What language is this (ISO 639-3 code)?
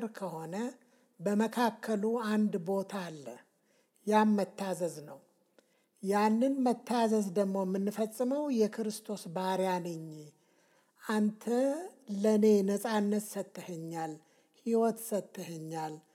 amh